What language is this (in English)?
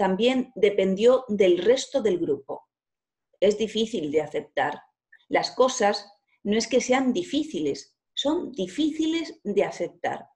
Spanish